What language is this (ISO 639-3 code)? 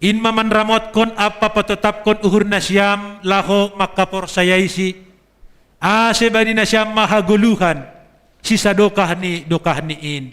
bts